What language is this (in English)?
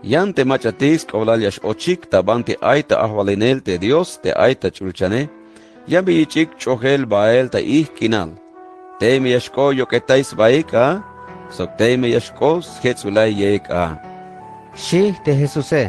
Tzeltal